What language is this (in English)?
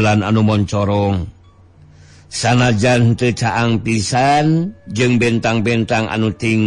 Sundanese